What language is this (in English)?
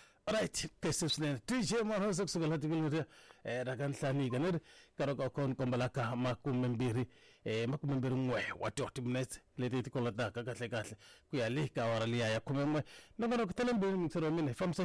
Tsonga